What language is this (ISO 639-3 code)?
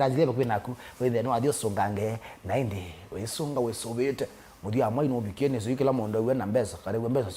kam